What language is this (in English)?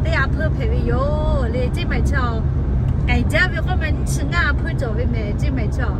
Lahu